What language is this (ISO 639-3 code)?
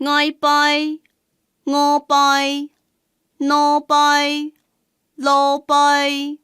hak